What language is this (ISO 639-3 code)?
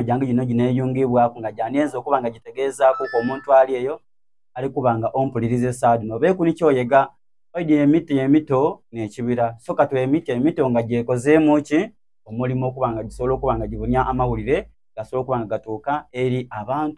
xog